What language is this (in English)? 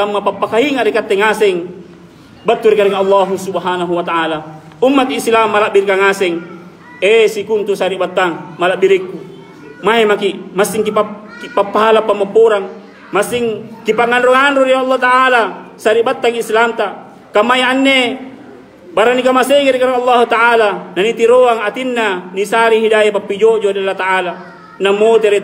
Makasar